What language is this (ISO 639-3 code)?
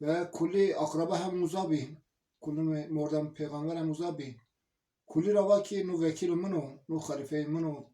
zza